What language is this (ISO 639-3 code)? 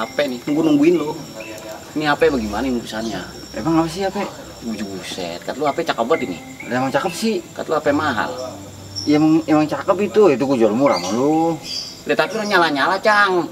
bew